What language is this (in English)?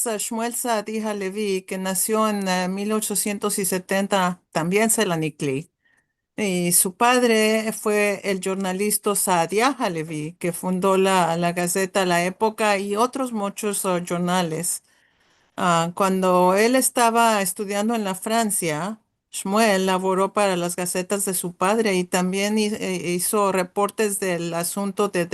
Ladino